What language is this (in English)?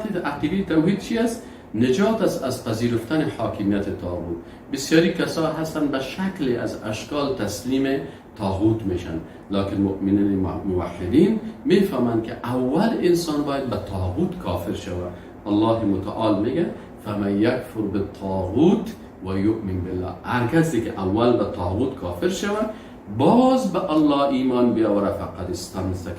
Persian